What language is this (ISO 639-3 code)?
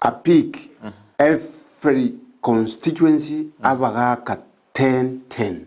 guz